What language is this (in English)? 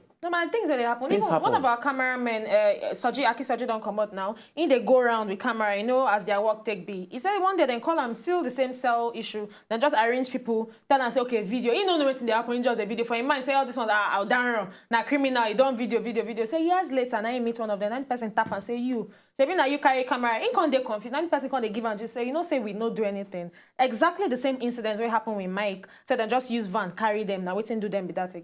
Nigerian Pidgin